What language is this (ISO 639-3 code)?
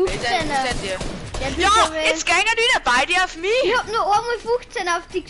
bar